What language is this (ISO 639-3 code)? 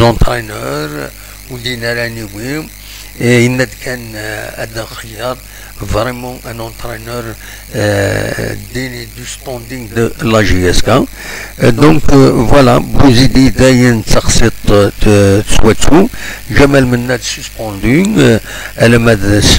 kab